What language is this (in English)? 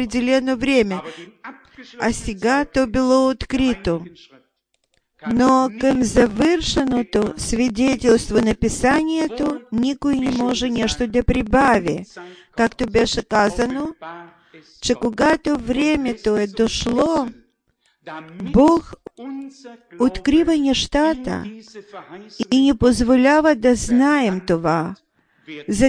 Bulgarian